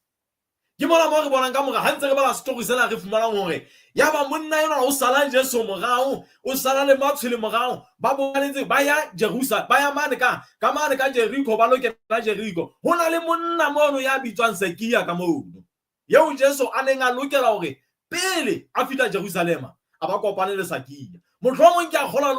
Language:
Southern Sotho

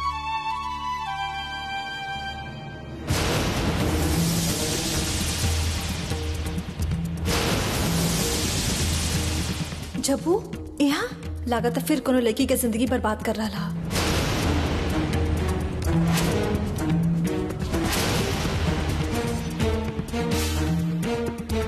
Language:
Bhojpuri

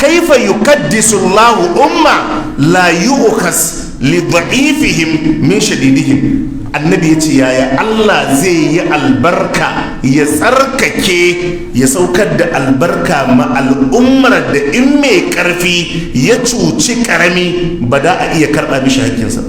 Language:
Hausa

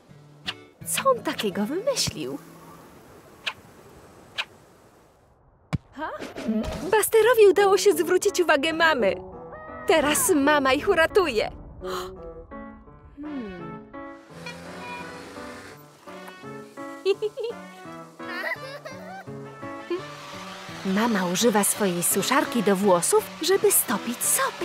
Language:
Polish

